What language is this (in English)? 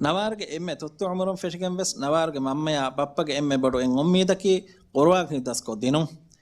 Divehi